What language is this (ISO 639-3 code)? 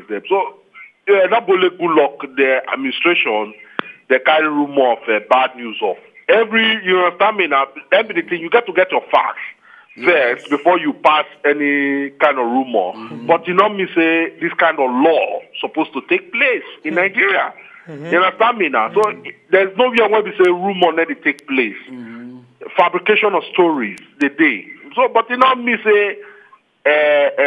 pcm